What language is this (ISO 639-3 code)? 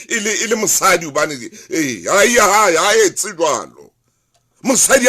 sot